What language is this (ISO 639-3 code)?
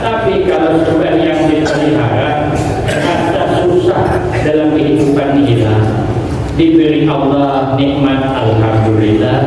bjn